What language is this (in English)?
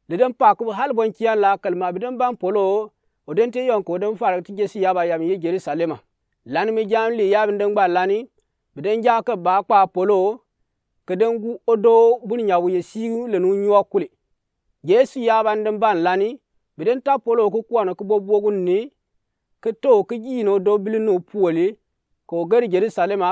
Gourmanchéma